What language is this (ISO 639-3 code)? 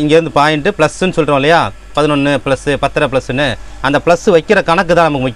tam